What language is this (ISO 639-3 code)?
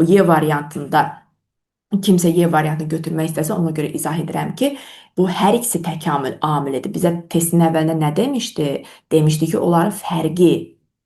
aze